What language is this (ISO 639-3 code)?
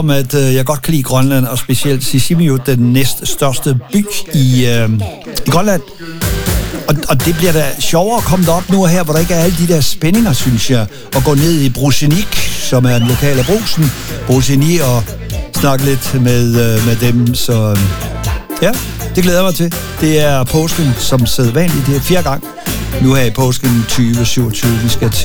dan